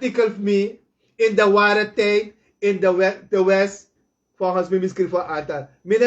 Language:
Sranan Tongo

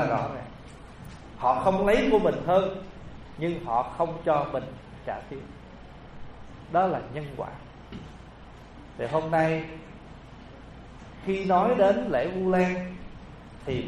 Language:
Vietnamese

